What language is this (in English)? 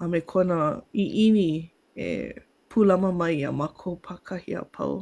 Hawaiian